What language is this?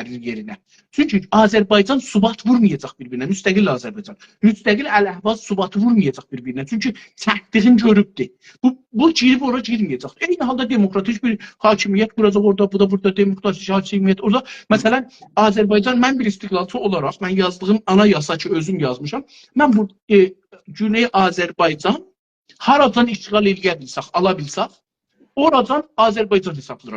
South Azerbaijani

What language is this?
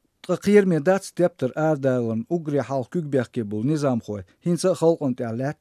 Chechen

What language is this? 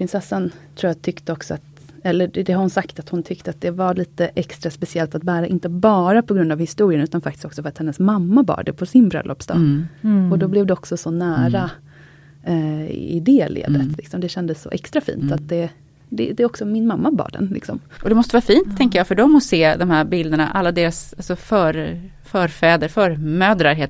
Swedish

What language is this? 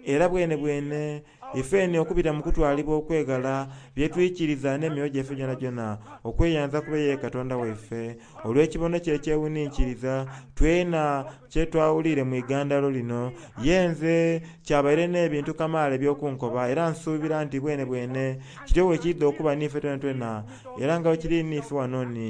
Soga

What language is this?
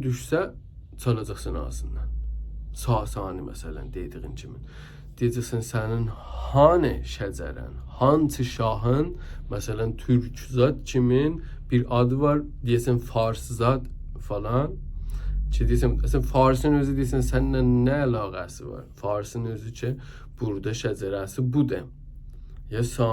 South Azerbaijani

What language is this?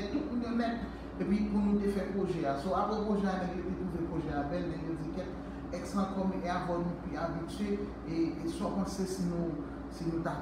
Haitian Creole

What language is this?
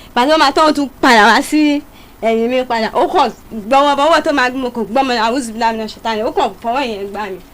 Yoruba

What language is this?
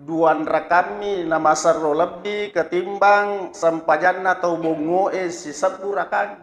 Buginese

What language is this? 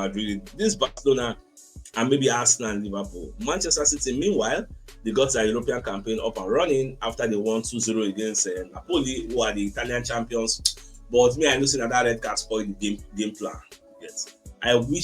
Nigerian Pidgin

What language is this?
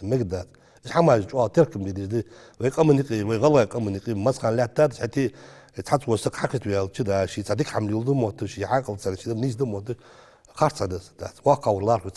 Ingush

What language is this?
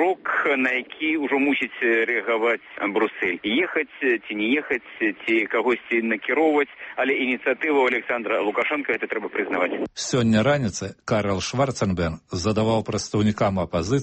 Belarusian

